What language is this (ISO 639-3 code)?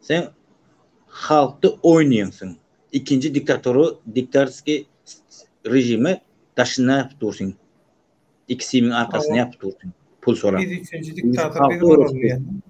tuk